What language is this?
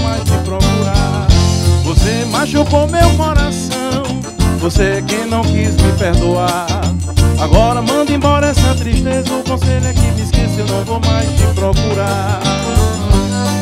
Portuguese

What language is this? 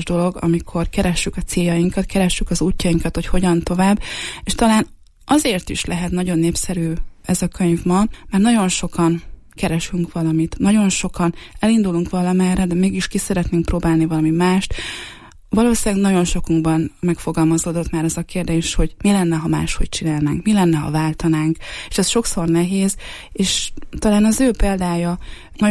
Hungarian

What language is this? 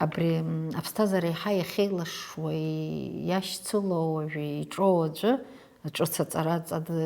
Abkhazian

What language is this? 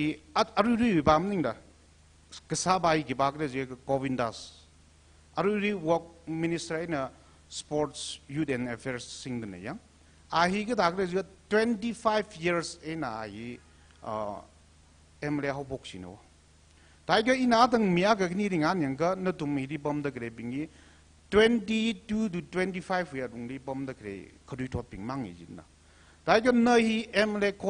Tangkhul Naga (India)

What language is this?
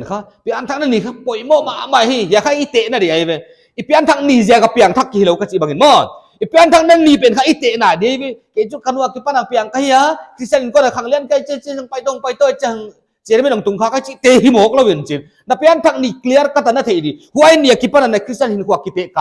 Paite Chin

